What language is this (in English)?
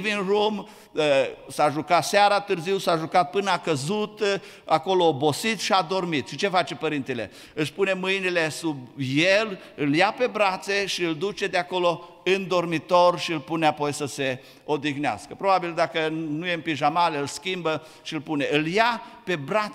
Romanian